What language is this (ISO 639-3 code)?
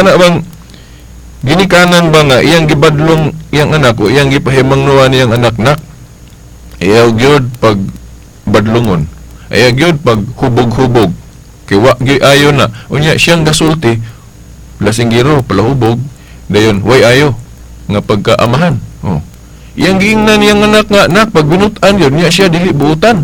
ceb